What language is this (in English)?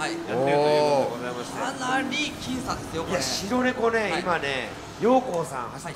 Japanese